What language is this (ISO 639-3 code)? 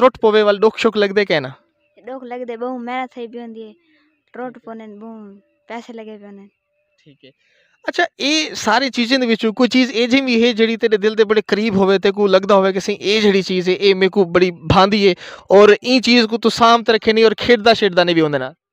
skr